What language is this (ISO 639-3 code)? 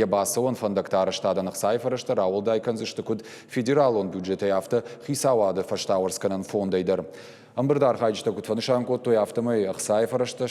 oss